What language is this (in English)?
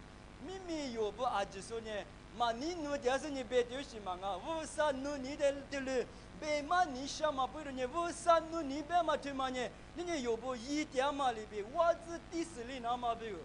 Lisu